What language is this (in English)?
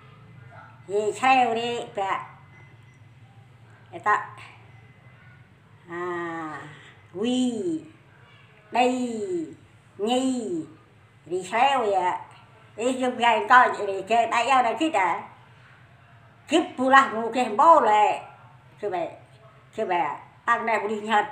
Central Mnong